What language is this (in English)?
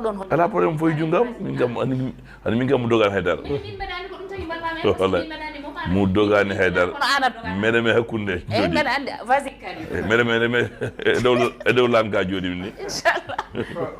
Fula